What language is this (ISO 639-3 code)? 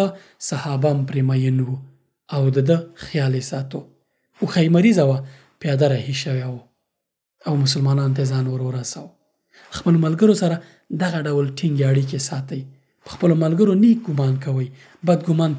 pus